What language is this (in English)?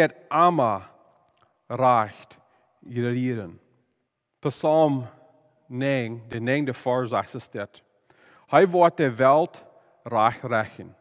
Plautdietsch